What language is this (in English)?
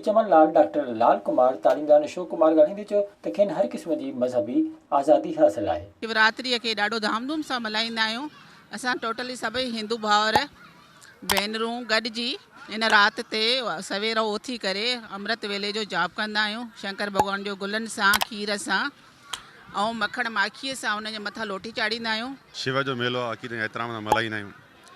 Sindhi